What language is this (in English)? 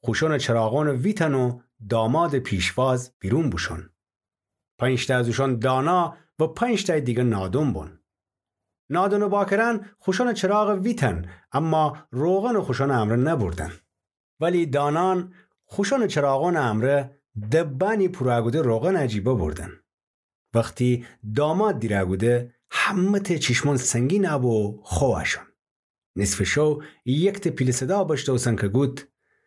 Gilaki